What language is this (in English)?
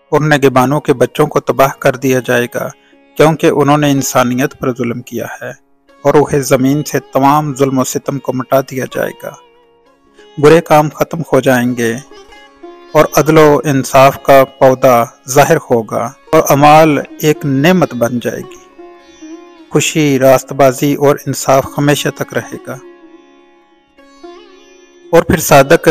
Urdu